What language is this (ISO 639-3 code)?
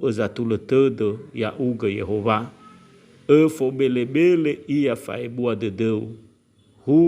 nia